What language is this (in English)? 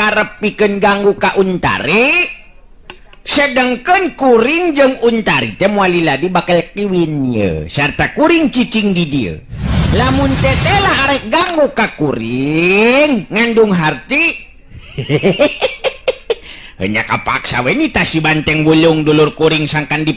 Sundanese